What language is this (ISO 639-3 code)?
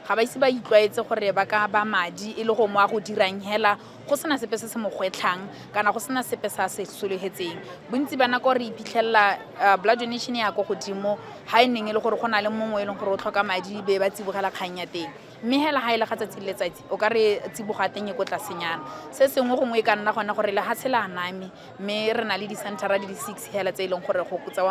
tsn